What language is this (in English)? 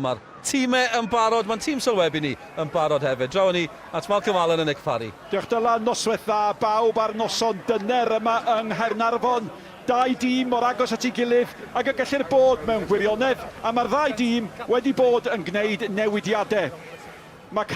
Welsh